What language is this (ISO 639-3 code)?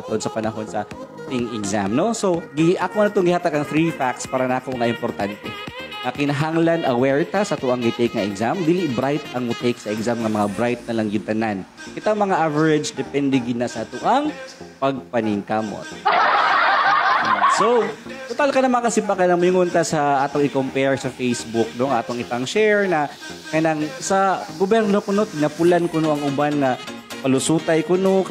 ceb